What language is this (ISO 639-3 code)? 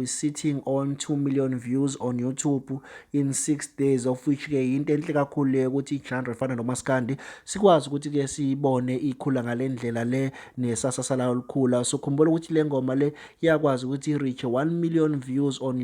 zul